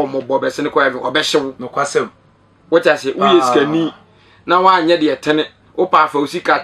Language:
Akan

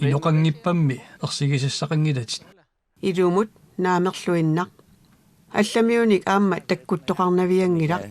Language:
Kalaallisut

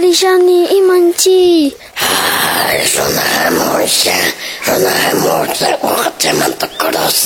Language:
Quechua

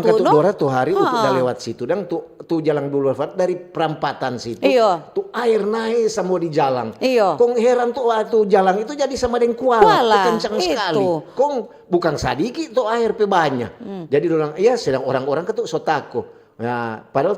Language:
Manado Malay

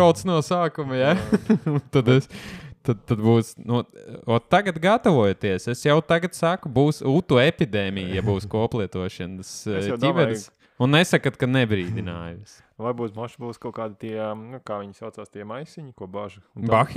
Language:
Latvian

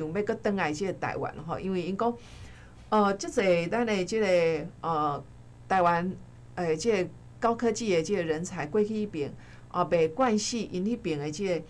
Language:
Min Nan Chinese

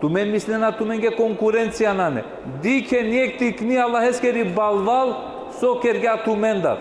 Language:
Balkan Romani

